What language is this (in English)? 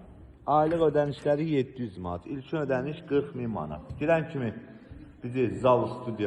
Azerbaijani